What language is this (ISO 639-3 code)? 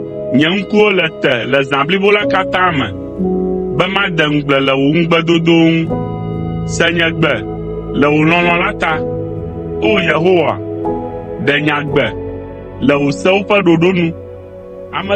ewe